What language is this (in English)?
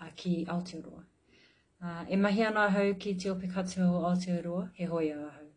Māori